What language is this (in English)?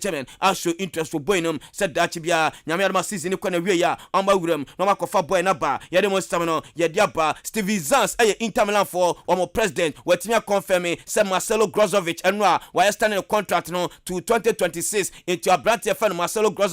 Akan